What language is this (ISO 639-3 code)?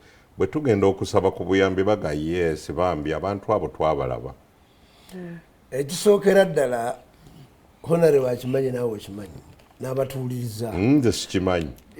lug